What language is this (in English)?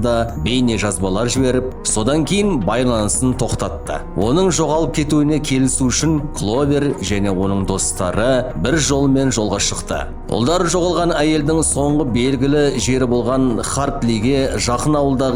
Kazakh